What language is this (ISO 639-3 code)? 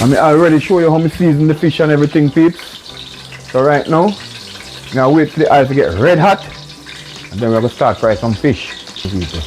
jam